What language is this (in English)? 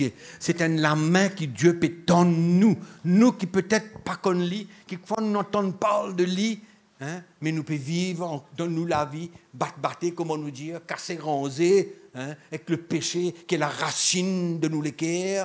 Morisyen